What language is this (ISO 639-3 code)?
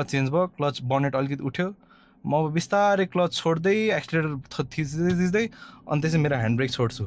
nep